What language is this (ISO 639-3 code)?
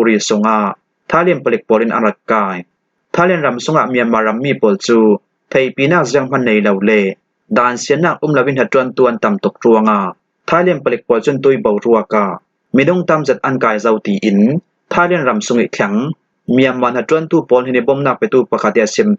cfm